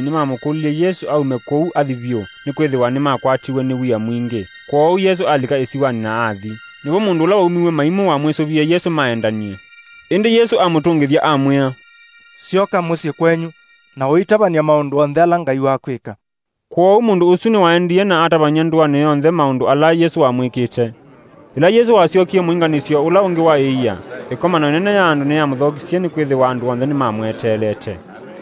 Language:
Kamba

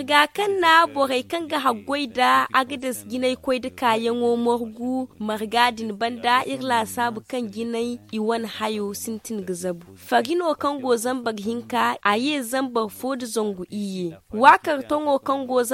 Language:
Zarma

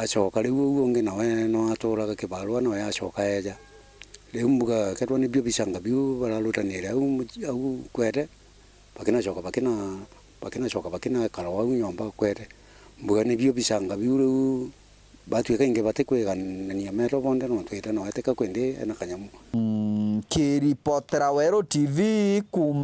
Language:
Meru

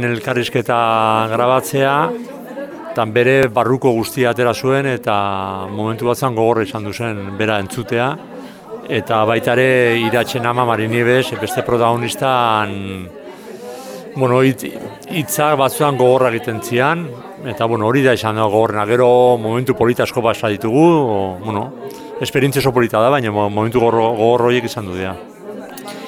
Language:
Basque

